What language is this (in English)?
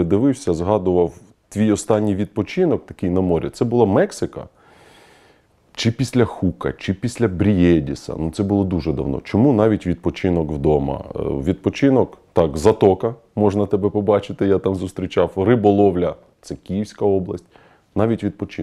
Ukrainian